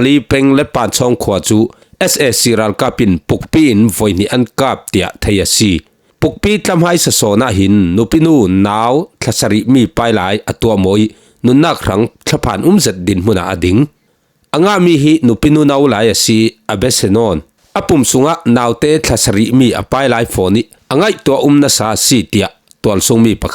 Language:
Falam Chin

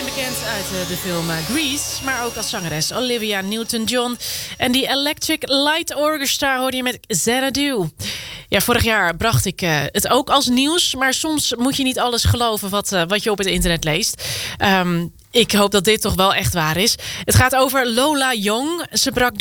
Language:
Dutch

